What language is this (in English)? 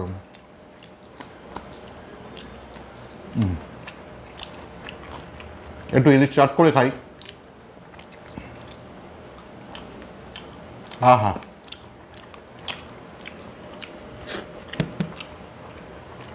Bangla